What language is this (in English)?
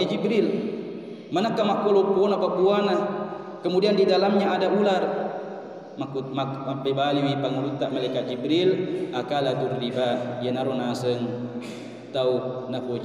Buginese